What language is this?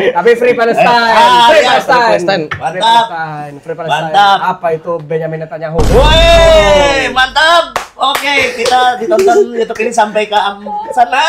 Banjar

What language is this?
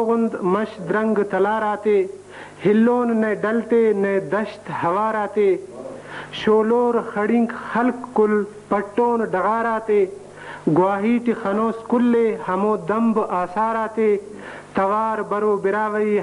Brahui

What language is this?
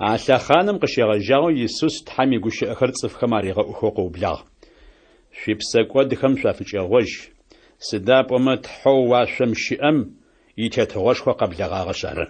Adyghe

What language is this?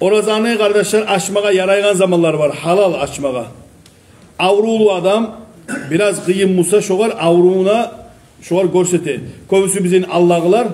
Kumyk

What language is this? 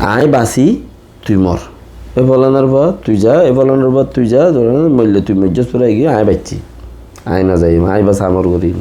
Rohingya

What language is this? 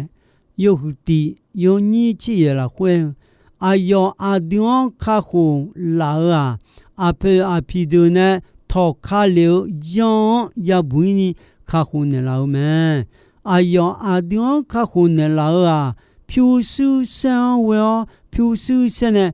Akha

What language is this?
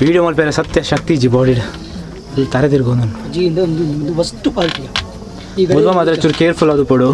Tulu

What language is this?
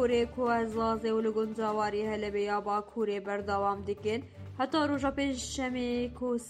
Kurdish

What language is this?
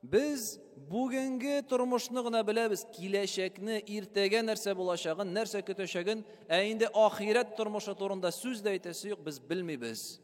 Tatar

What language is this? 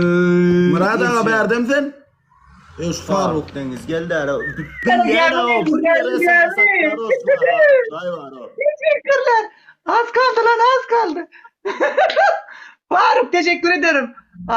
Turkmen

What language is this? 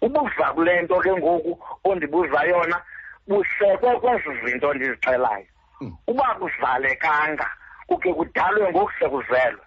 Xhosa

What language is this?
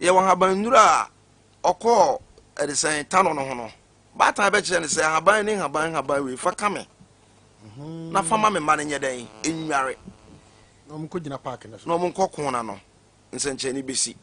Akan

